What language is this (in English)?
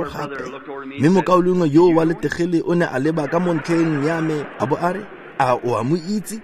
Tswana